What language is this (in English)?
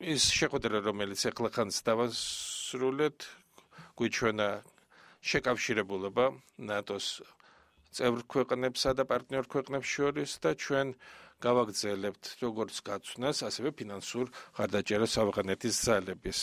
Georgian